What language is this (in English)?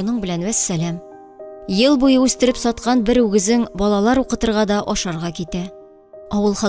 Tatar